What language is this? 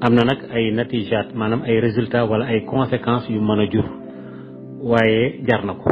Wolof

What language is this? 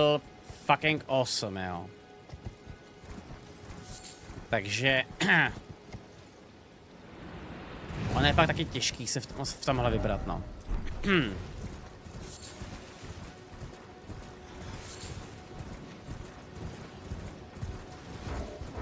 Czech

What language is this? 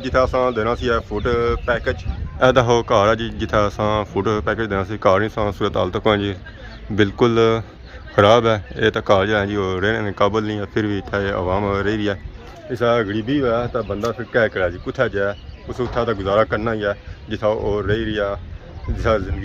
Pahari-Potwari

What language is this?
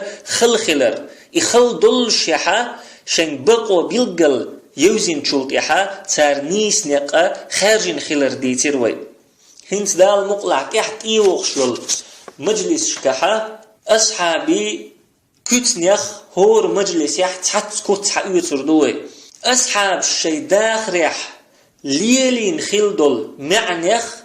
Chechen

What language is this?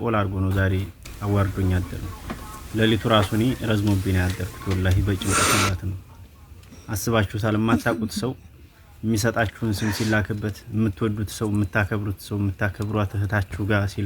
Amharic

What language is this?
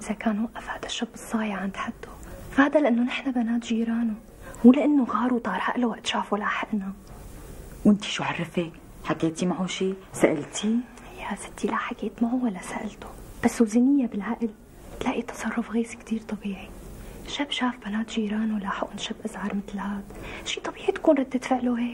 North Levantine Arabic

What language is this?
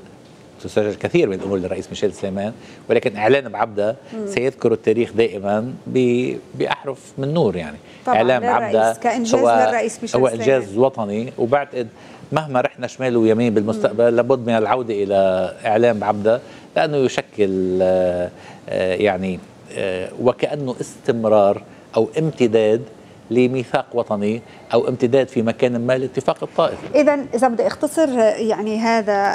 North Levantine Arabic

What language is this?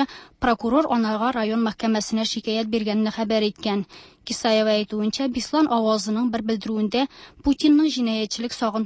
Tatar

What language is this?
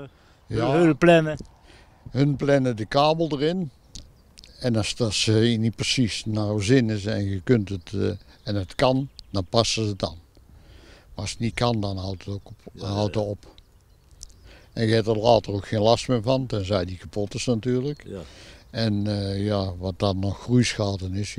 Dutch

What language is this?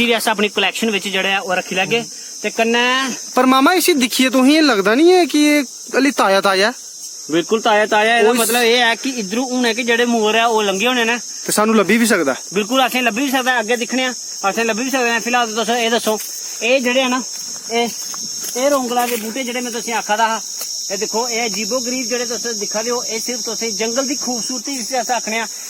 Dogri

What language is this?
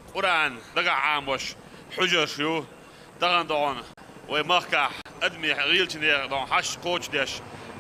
Chechen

